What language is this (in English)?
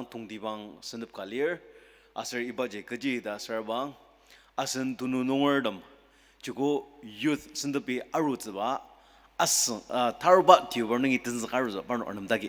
Ao Naga